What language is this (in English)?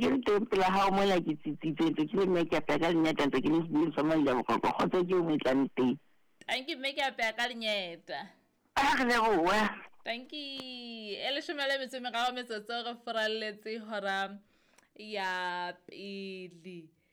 Southern Sotho